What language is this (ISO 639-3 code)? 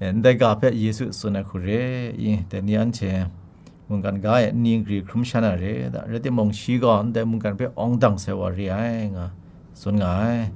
kac